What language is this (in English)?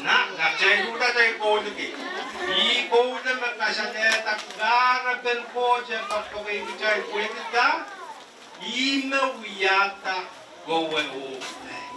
Pohnpeian